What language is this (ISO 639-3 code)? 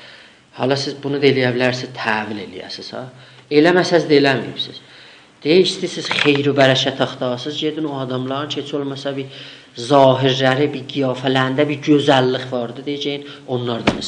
azb